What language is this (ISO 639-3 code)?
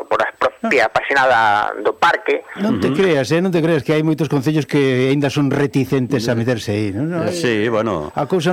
glg